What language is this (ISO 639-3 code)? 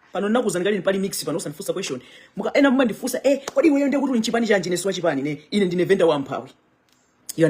nya